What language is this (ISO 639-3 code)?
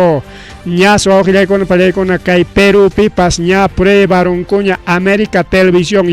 quy